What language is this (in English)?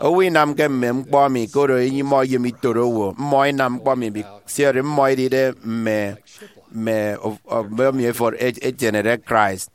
Efik